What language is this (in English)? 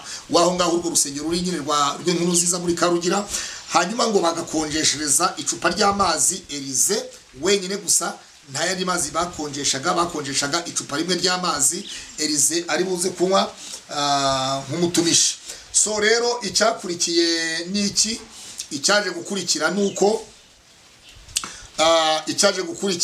Kinyarwanda